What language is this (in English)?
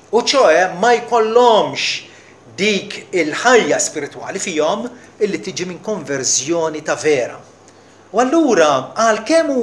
Maltese